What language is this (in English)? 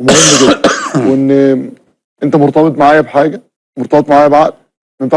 Egyptian Arabic